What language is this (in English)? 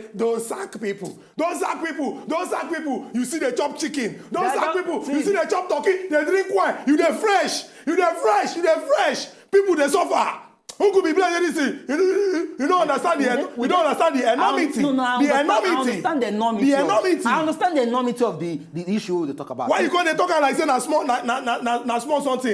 Nigerian Pidgin